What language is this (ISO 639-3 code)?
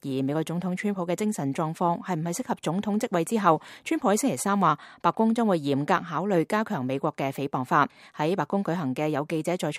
yue